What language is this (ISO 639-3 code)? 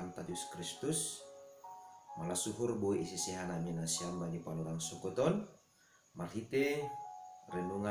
bts